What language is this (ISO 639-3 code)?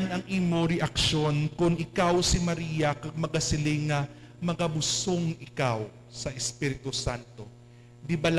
hil